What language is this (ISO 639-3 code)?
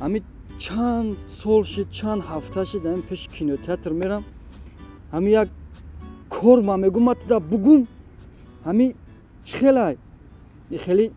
tgk